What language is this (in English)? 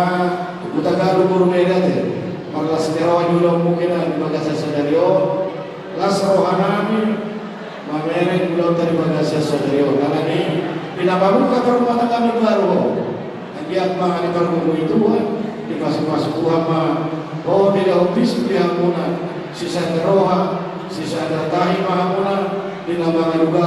Batak Toba